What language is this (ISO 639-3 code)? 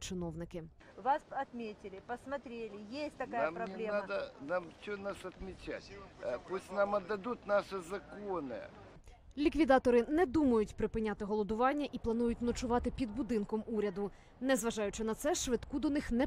ukr